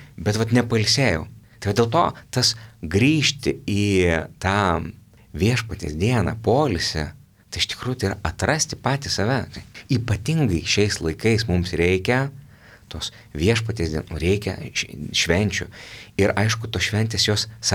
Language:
Lithuanian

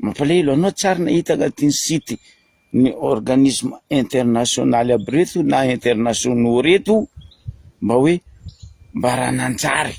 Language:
Malagasy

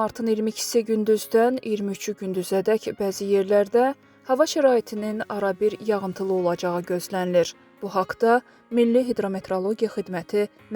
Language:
Azerbaijani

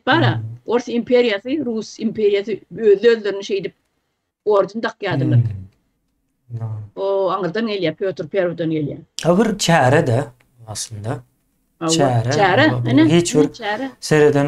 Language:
Turkmen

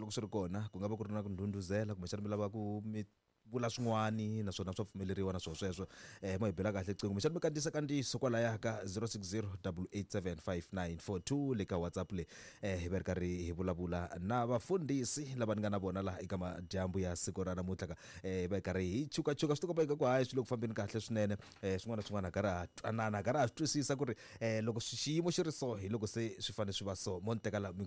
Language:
Tsonga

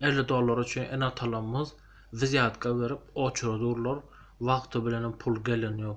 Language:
Turkmen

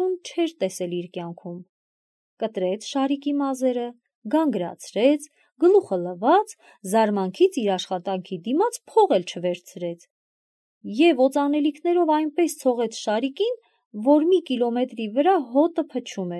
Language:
Armenian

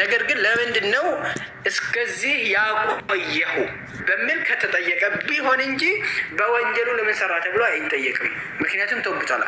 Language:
Amharic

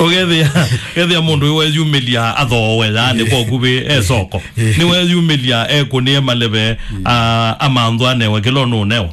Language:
Kamba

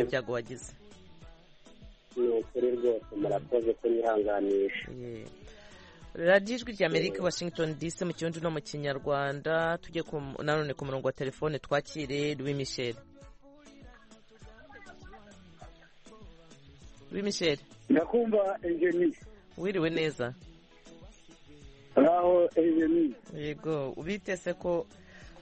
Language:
Kinyarwanda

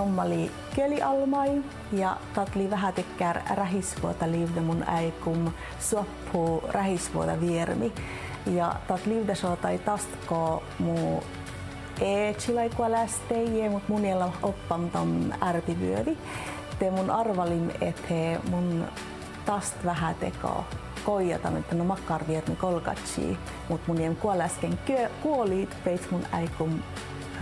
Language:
Inari Sami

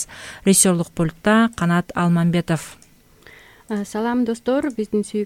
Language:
Kyrgyz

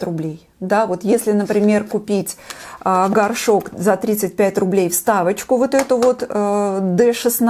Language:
Russian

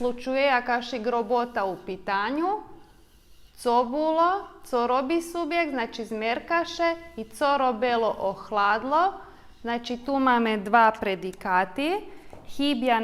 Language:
Rusyn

